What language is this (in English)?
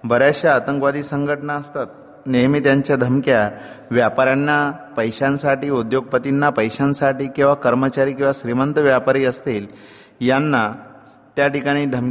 Marathi